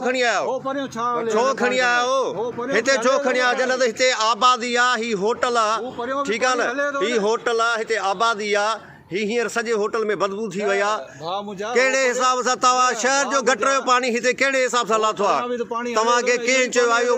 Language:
Sindhi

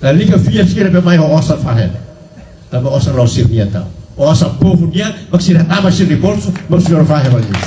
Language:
Tetum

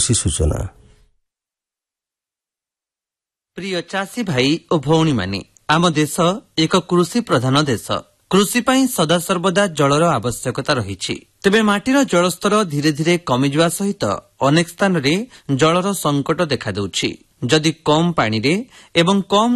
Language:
Odia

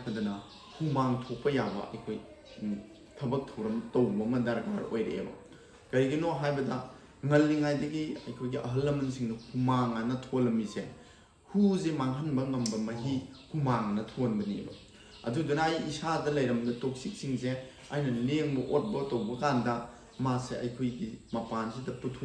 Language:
Manipuri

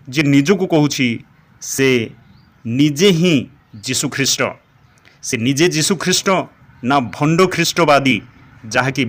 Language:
Odia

